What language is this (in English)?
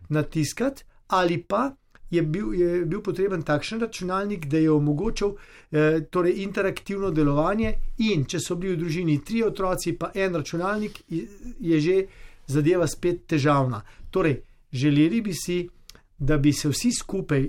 Slovenian